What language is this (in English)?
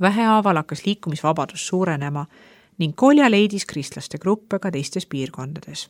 Estonian